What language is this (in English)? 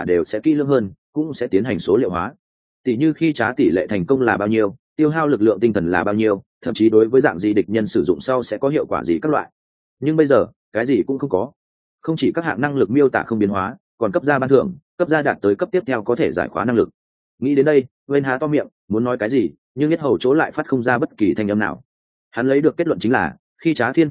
Vietnamese